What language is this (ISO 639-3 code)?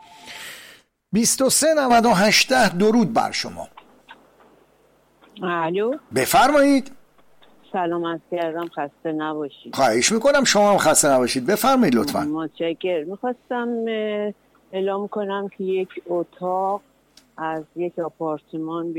fas